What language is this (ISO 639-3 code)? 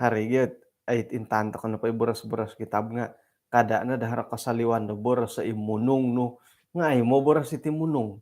dtp